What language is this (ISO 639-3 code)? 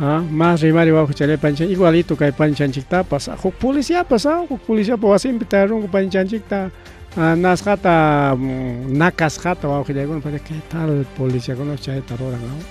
quy